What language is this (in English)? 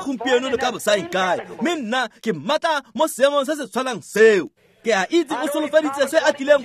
Tswana